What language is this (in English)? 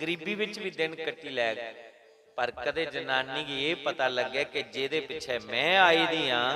Dogri